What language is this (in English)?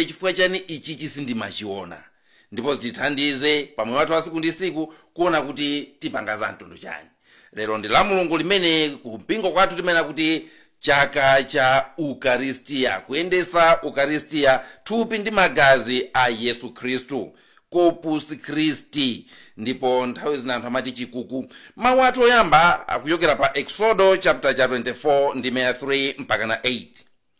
Nyanja